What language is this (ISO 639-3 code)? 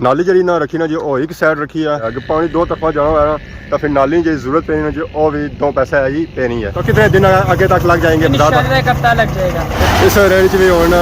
phr